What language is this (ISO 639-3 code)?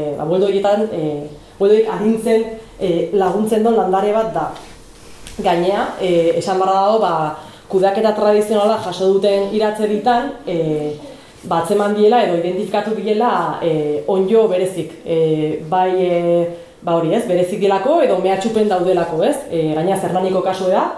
eus